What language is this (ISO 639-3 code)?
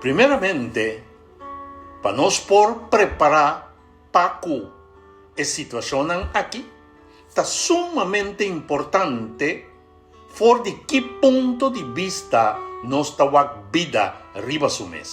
pap